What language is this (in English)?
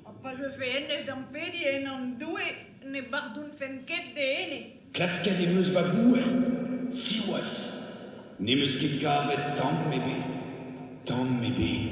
Breton